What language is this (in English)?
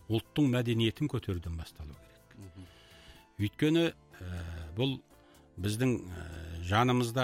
Kazakh